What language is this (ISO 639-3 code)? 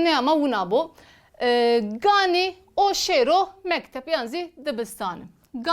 zza